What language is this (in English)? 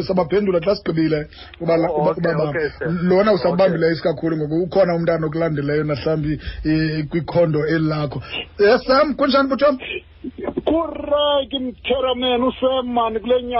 Xhosa